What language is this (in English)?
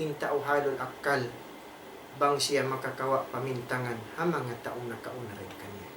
Tausug